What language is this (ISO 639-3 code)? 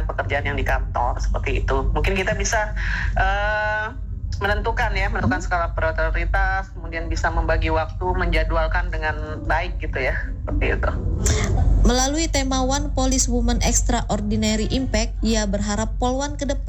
ind